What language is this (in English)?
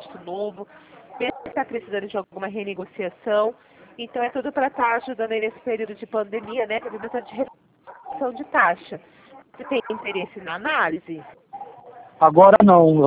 Portuguese